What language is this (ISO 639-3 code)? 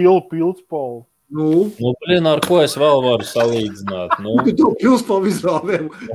lav